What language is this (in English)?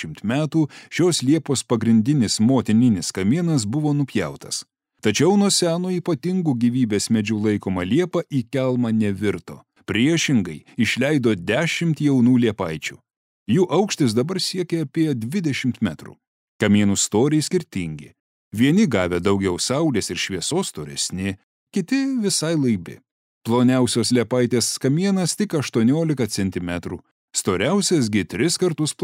Lithuanian